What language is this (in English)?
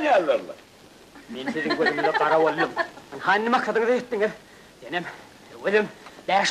Turkmen